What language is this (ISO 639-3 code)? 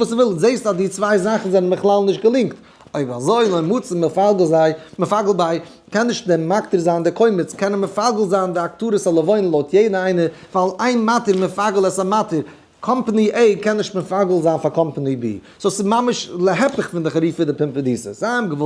yid